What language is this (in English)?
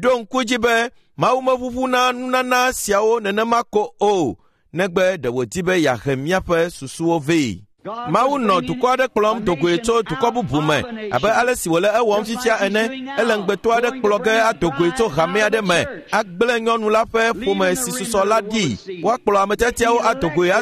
Ewe